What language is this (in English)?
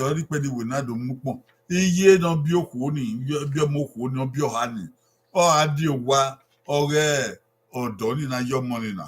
Bini